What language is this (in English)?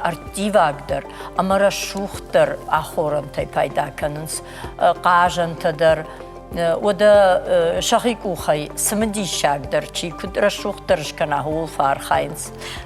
Ossetic